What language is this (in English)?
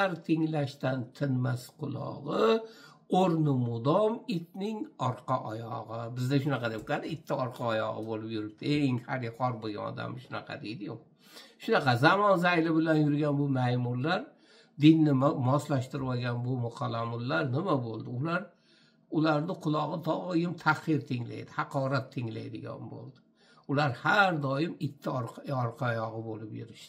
Uzbek